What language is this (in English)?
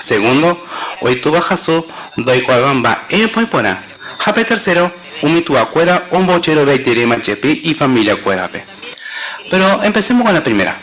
Guarani